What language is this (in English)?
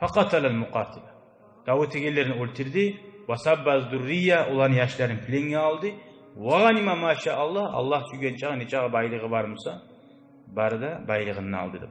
Kumyk